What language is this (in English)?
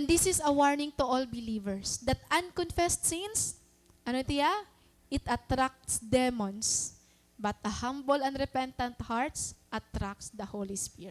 Waray